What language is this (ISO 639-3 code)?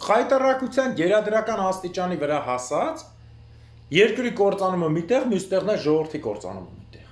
hye